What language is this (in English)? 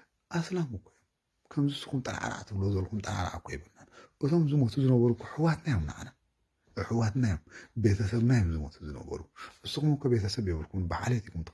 Tigrinya